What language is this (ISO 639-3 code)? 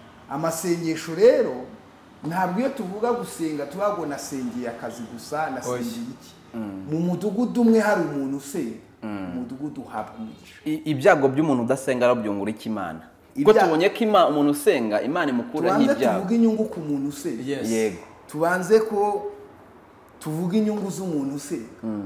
kin